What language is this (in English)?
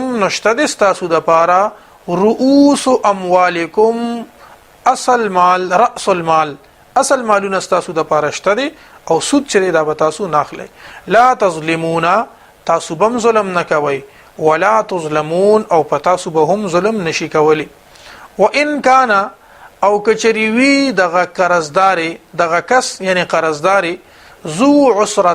Pashto